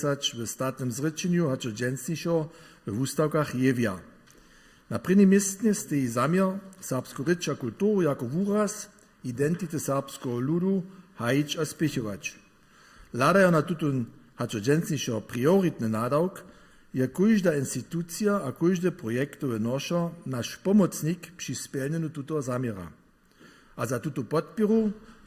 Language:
Upper Sorbian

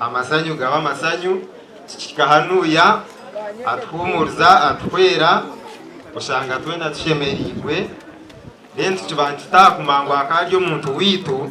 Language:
Nyankole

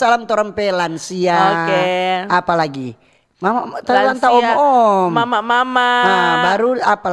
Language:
Manado Malay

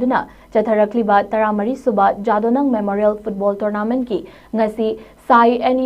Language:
Manipuri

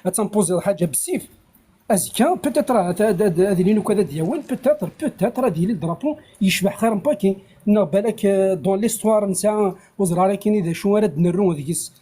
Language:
Kabyle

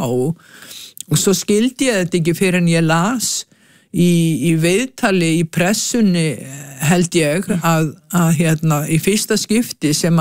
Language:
Icelandic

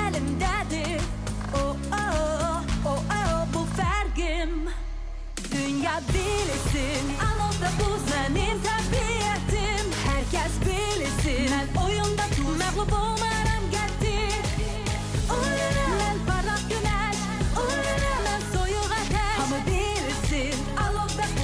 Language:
Azerbaijani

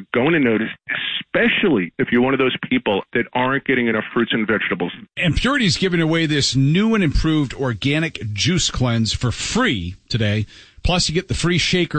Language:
English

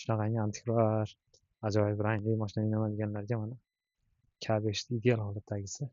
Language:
Uzbek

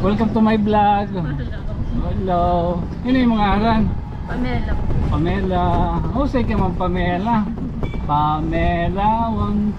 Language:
Waray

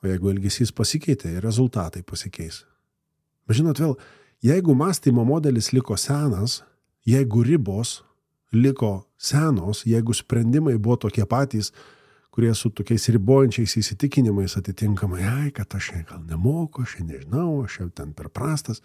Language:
Lithuanian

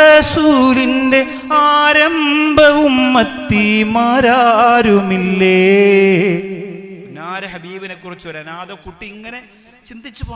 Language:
Malayalam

